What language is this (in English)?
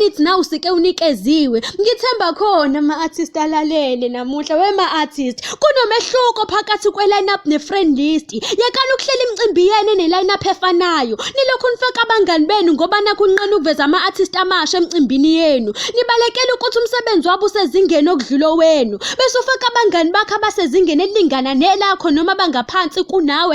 Zulu